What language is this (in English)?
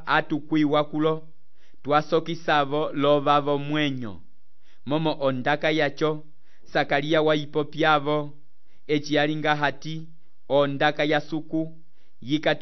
Umbundu